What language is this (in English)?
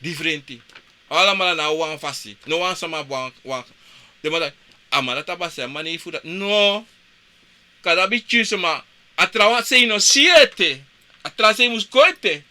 Sranan Tongo